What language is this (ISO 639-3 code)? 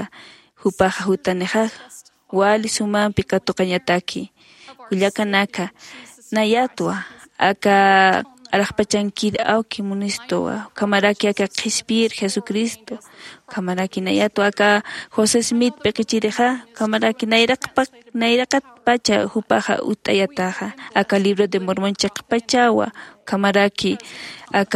aym